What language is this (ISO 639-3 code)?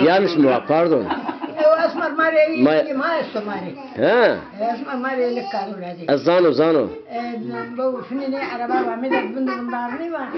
zza